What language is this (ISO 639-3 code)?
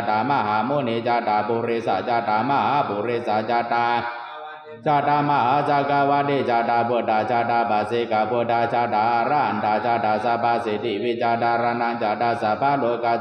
pli